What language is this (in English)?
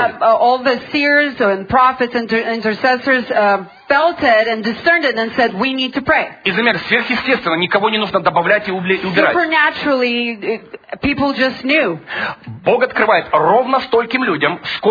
Russian